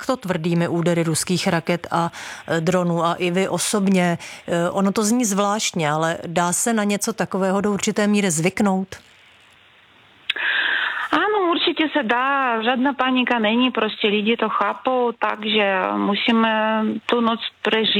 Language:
Czech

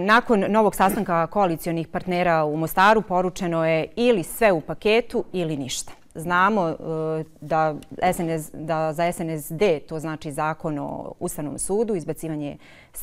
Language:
Bosnian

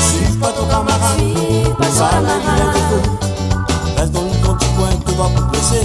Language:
Réunion Creole French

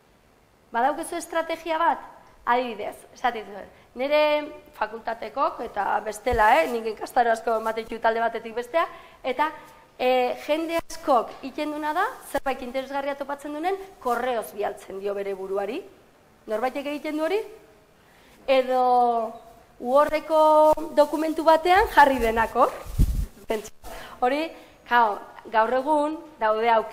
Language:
Basque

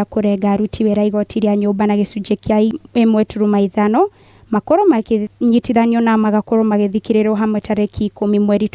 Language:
Kikuyu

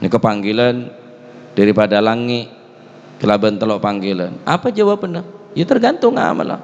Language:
Madurese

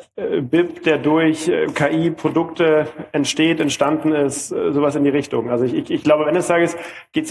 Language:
German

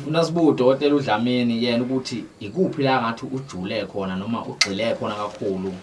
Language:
Zulu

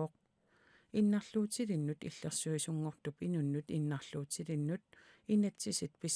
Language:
Kalaallisut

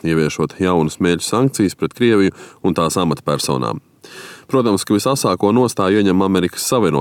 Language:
Latvian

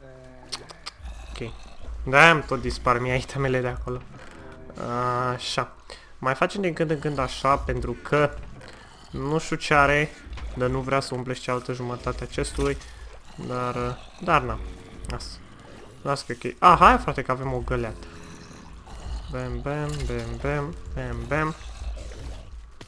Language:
Romanian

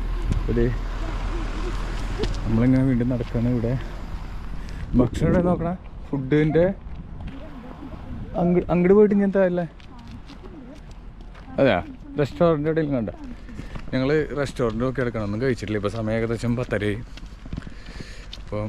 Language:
Malayalam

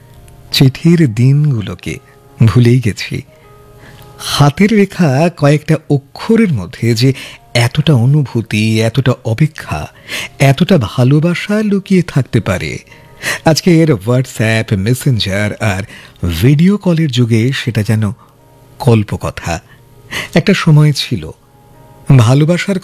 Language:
Bangla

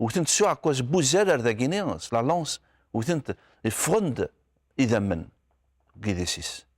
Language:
Kabyle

